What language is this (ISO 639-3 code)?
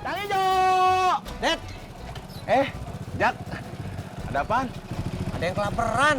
bew